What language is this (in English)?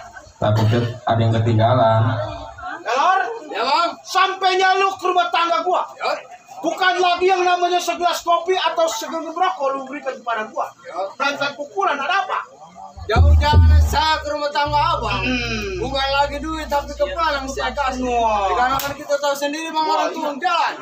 Betawi